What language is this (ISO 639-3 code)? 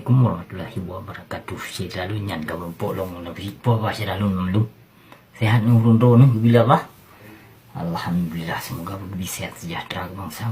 ace